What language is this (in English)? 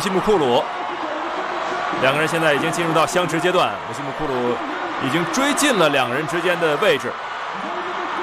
Chinese